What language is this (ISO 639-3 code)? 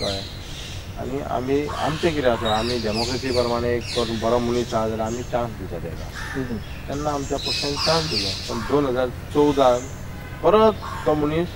kok